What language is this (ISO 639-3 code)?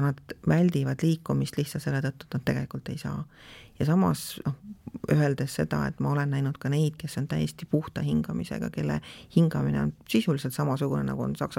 est